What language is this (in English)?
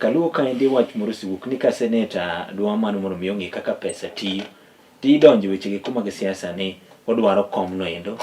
Luo (Kenya and Tanzania)